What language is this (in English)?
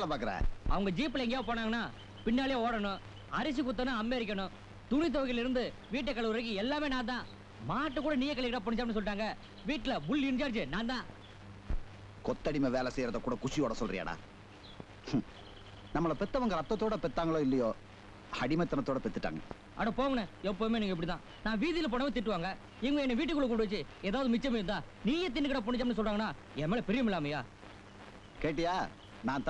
Tamil